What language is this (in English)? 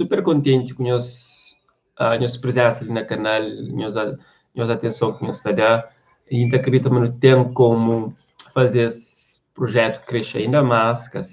Kabuverdianu